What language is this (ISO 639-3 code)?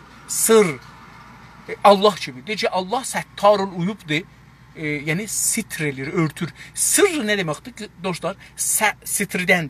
azb